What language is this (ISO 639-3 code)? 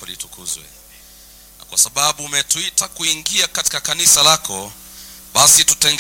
swa